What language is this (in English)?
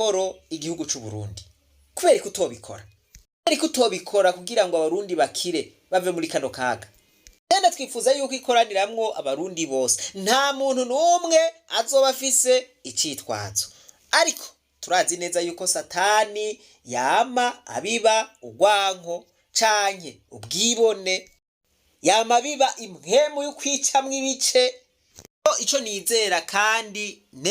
Rundi